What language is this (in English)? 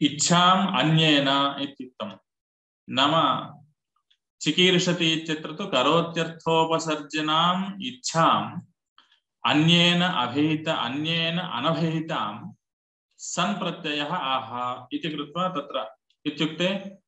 Sanskrit